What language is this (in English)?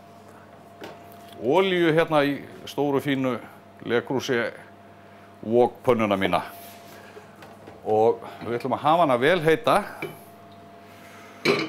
Icelandic